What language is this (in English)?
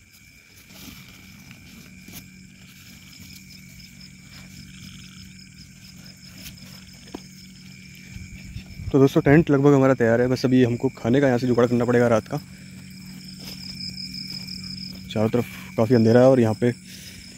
Hindi